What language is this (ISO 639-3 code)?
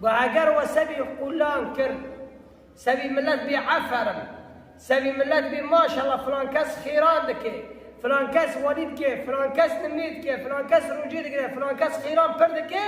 kur